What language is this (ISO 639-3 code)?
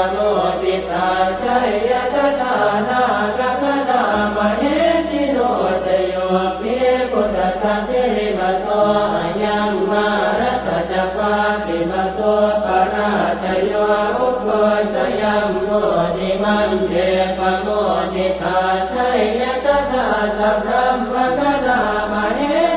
pli